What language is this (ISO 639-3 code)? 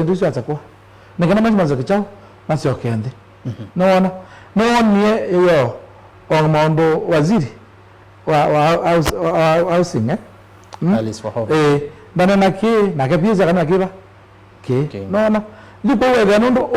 kam